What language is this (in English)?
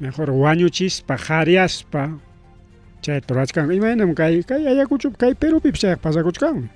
Ayacucho Quechua